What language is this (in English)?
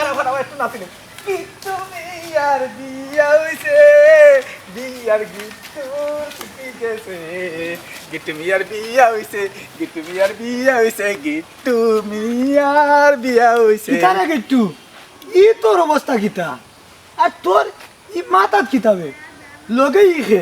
Sylheti